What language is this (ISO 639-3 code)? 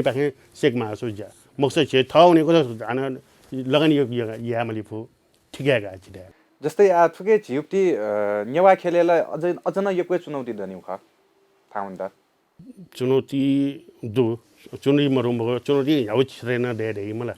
new